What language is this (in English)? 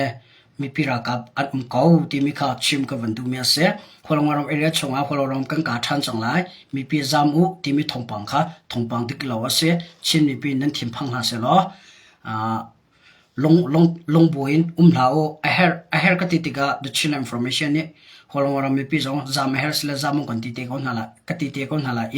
Hakha Chin